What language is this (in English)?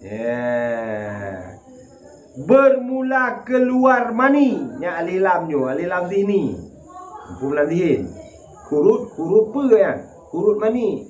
Achinese